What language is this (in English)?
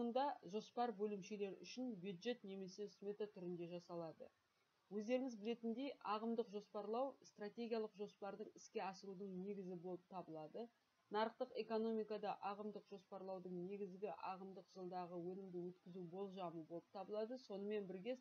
Kazakh